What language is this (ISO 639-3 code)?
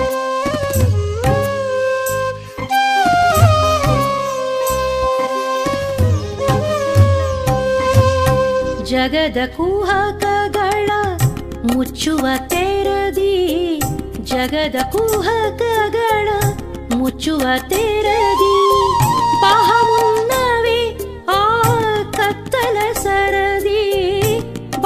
kan